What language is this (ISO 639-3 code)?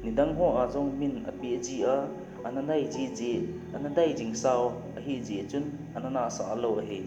tcz